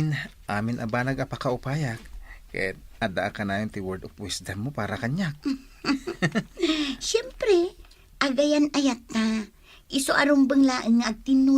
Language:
Iloko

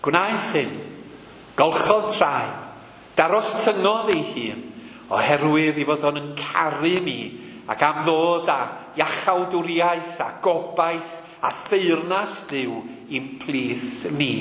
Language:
Welsh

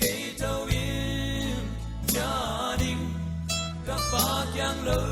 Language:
Paite Chin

